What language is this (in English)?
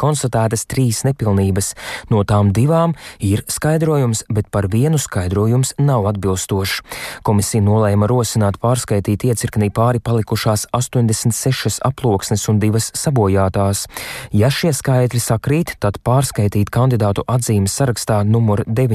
Latvian